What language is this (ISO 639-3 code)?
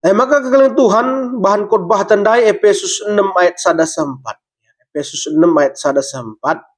btx